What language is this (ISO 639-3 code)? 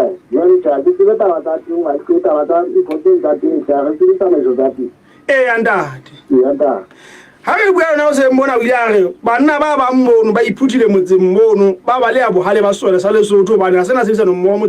sot